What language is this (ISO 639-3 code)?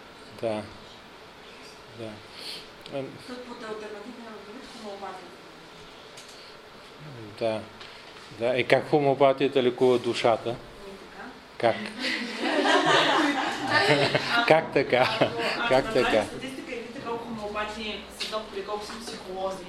bul